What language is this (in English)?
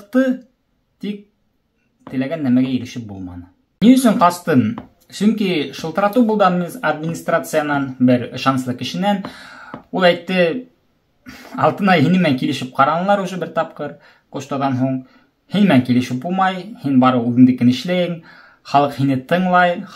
Bashkir